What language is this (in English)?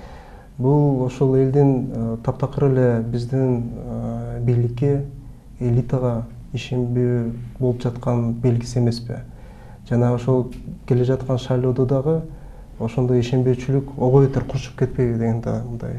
Kyrgyz